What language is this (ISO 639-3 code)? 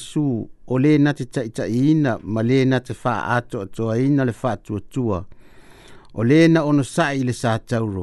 smo